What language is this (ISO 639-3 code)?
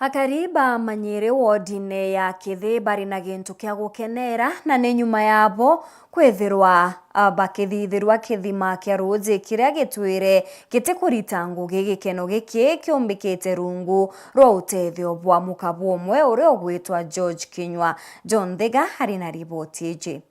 mer